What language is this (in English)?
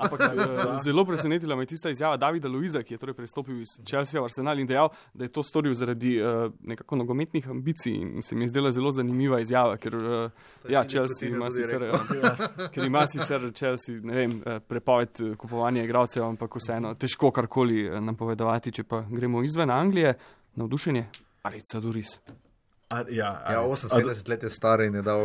Slovenian